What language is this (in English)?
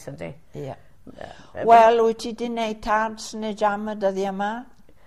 Welsh